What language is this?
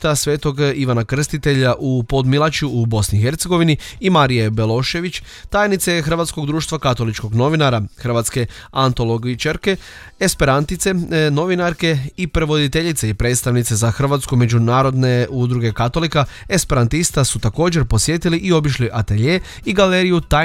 Croatian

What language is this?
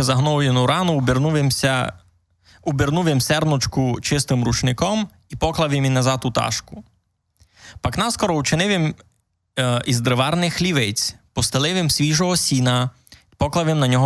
Rusyn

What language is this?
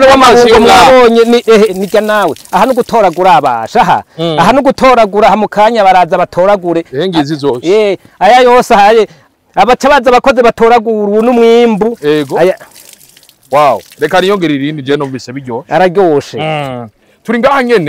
Rundi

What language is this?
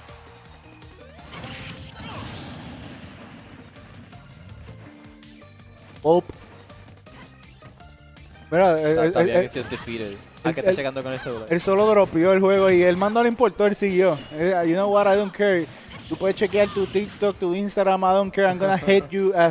Spanish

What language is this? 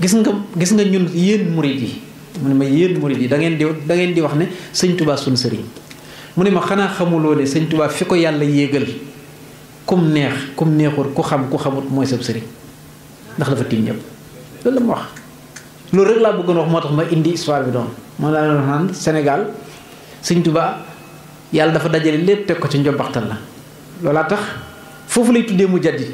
Wolof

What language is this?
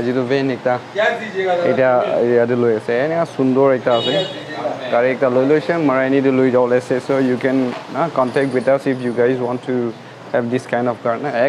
Naga Pidgin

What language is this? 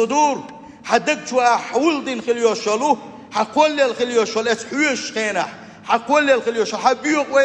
Chechen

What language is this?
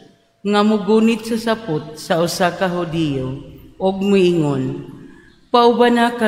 Cebuano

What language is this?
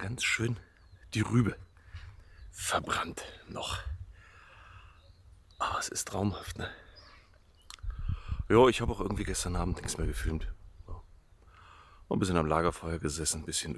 German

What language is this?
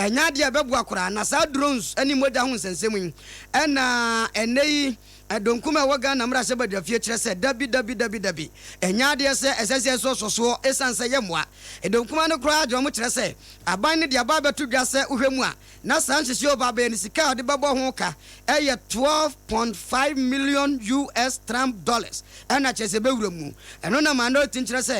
Akan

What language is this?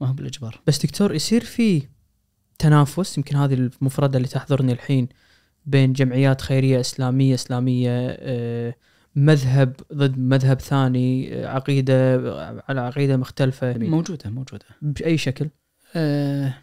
Najdi Arabic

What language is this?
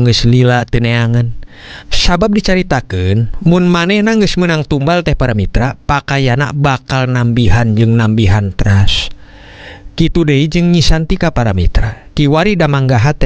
Sundanese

